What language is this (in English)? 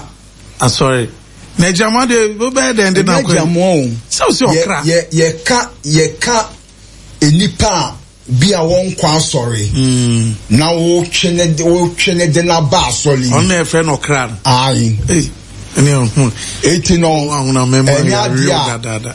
Akan